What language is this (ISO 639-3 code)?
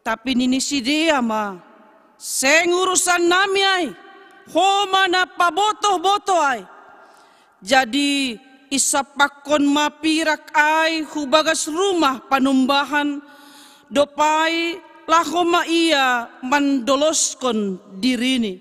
bts